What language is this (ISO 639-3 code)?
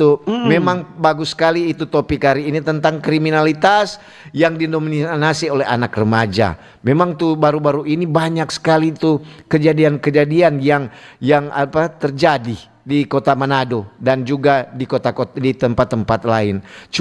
xmm